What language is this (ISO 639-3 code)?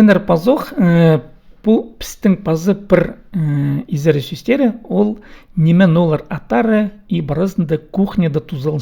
kjh